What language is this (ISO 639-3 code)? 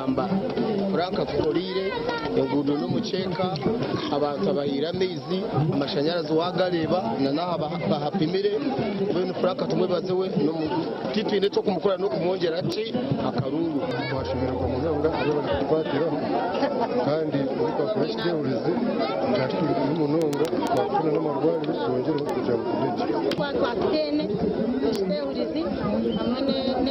nyn